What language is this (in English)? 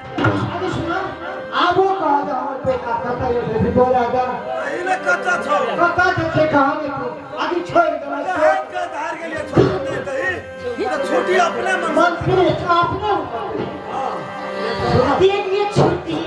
Maithili